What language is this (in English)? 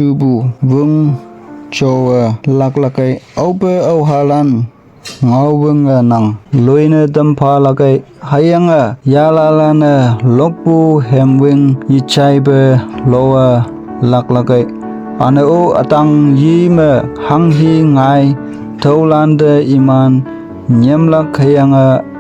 Konyak Naga